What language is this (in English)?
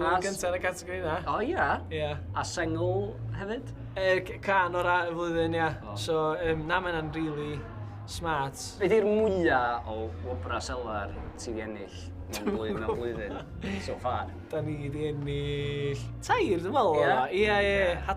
Welsh